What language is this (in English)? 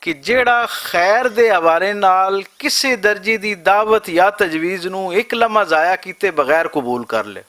Western Panjabi